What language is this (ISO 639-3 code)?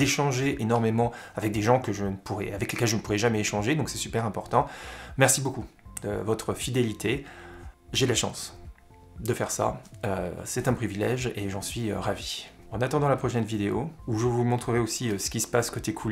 fra